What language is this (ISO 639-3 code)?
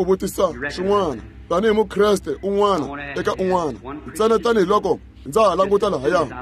tso